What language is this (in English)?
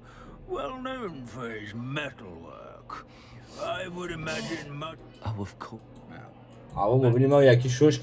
Kurdish